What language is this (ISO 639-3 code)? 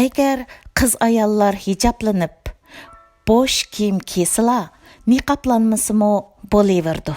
uig